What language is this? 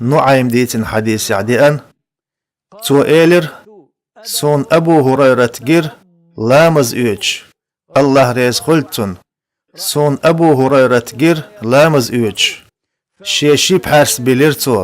Chechen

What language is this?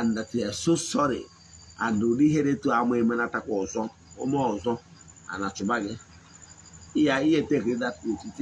Igbo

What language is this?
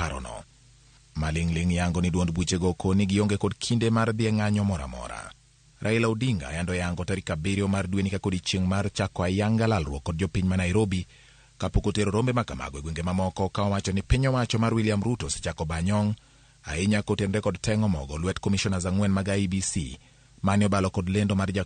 Luo (Kenya and Tanzania)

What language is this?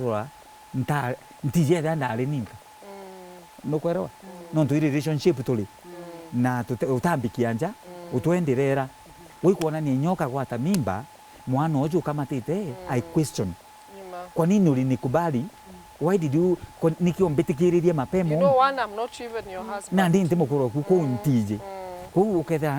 Meru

